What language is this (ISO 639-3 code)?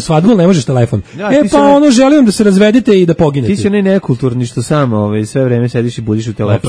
srp